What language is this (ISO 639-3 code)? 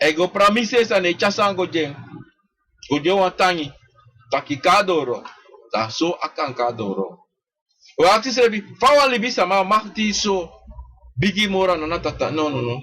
srn